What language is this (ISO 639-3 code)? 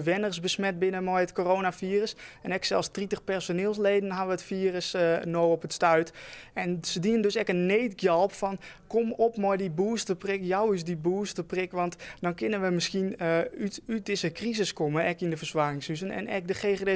fry